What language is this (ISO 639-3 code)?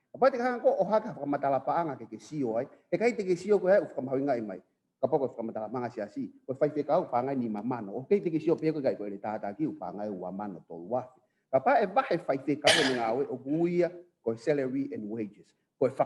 ton